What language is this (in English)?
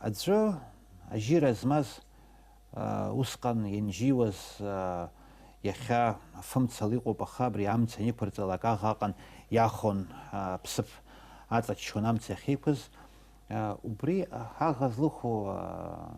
Abkhazian